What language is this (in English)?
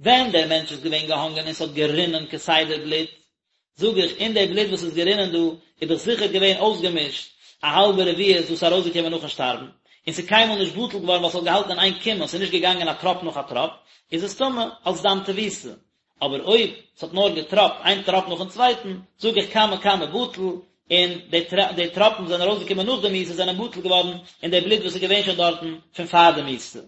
Yiddish